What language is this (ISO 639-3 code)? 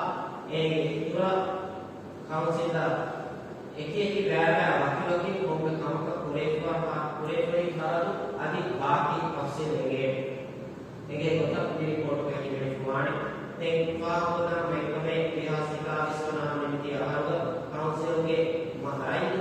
div